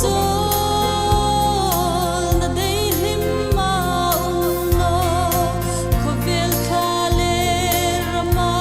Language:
Hmar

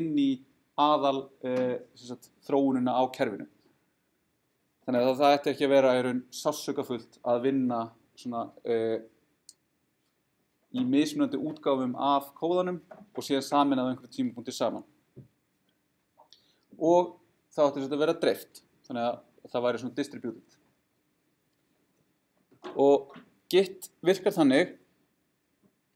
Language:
Icelandic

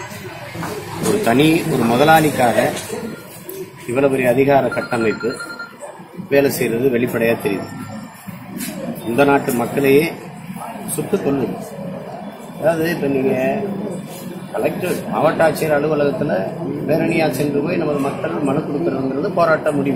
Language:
Tamil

